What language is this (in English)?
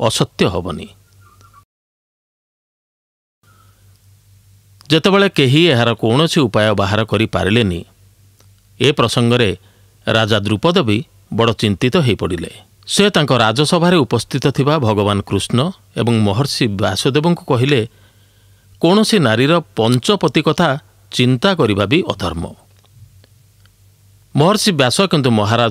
Odia